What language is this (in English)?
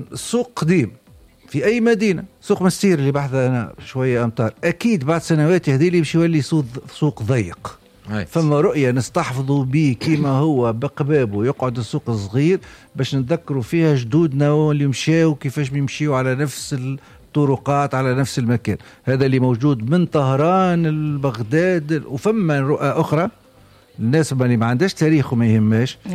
Tunisian Arabic